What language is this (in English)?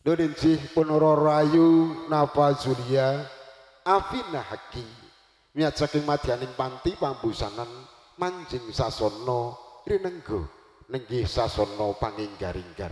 Javanese